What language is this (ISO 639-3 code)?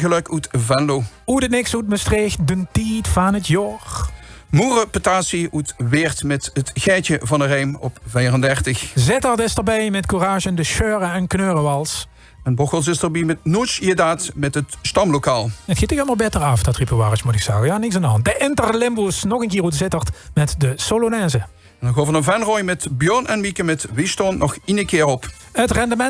lim